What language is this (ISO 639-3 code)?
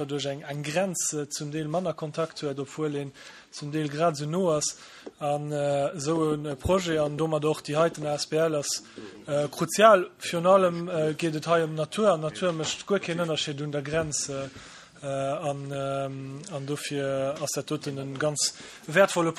ltz